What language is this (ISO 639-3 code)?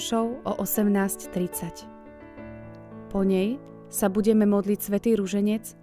slk